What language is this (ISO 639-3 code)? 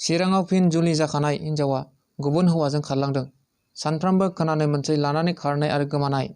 brx